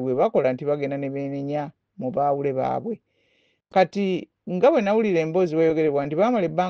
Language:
Ganda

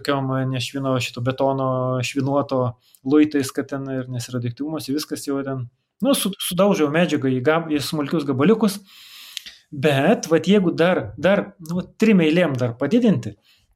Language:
Lithuanian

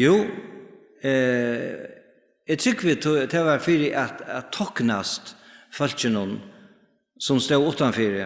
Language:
Faroese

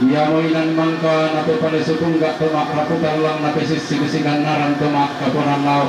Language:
Toraja-Sa'dan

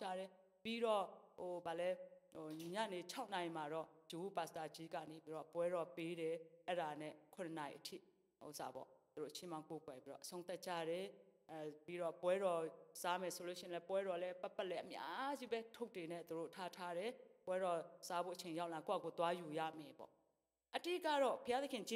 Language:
Burmese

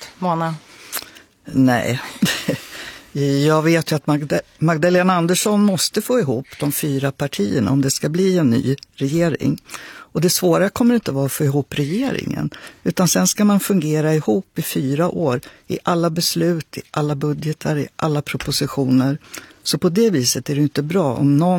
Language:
Swedish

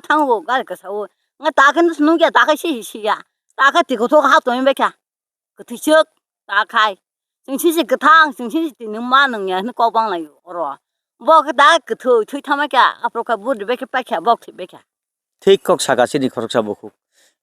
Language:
Kok Borok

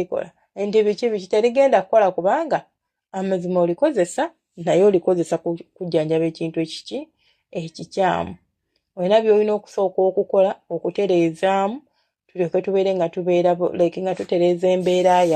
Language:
Ganda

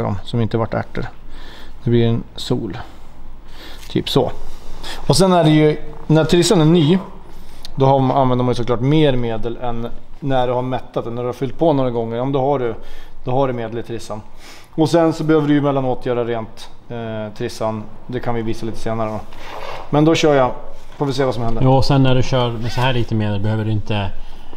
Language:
Swedish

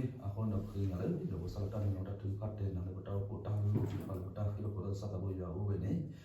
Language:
S'gaw Karen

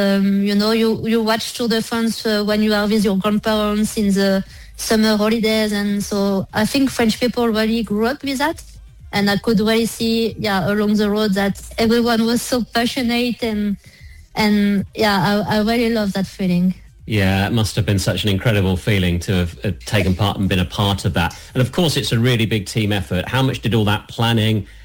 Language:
English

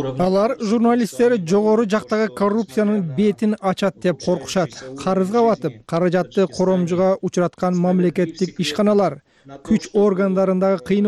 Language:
Kyrgyz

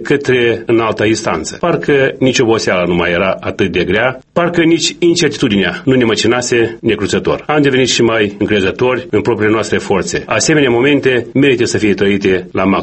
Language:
Romanian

